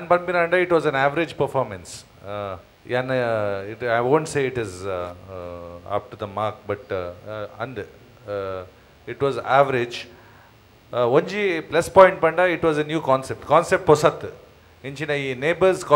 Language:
Tulu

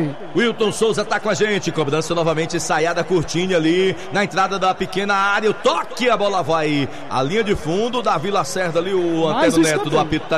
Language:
Portuguese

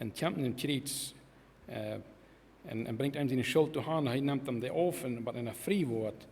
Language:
Plautdietsch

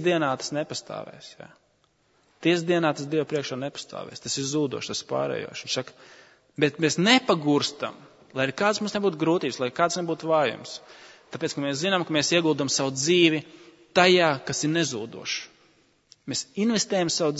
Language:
Latvian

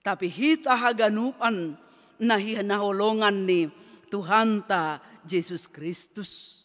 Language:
Batak Simalungun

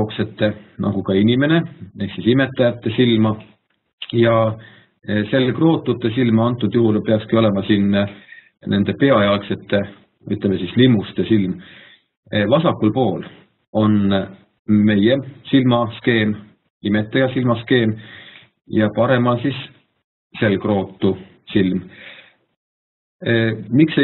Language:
Estonian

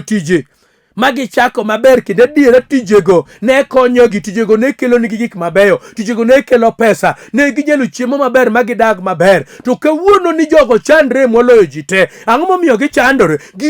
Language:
Luo (Kenya and Tanzania)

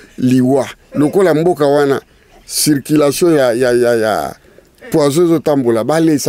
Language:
Lingala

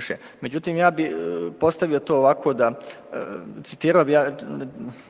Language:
Bosnian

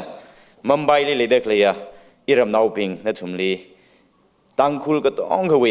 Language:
Tangkhul Naga (India)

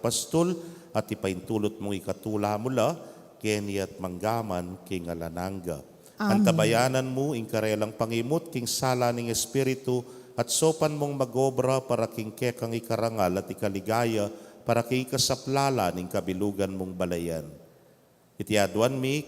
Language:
Pampanga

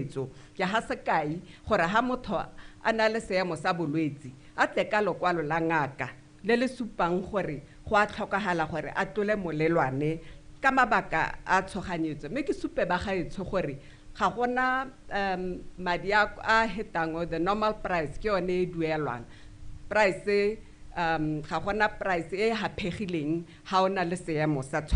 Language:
Tswana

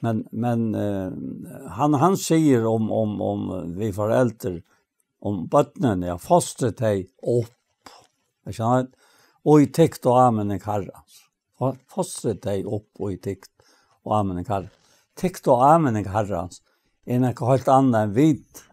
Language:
Faroese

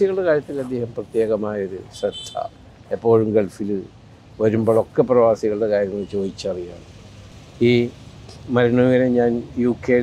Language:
Malayalam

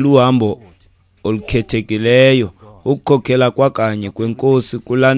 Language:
Xhosa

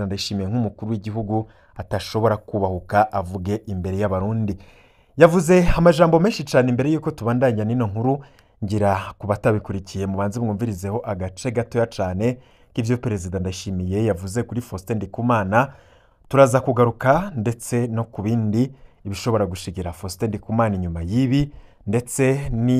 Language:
Rundi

